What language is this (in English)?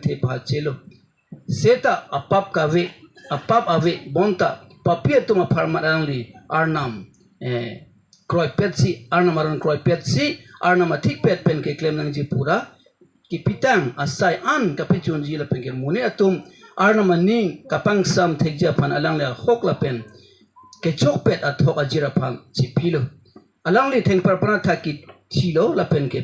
Karbi